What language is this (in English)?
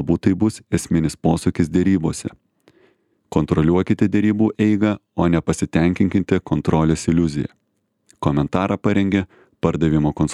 Lithuanian